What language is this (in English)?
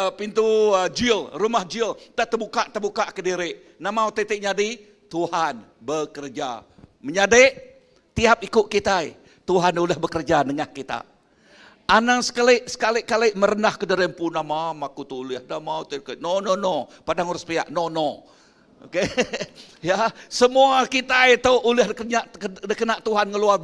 Iban